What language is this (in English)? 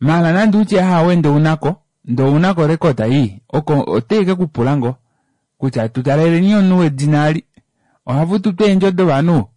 Kuanyama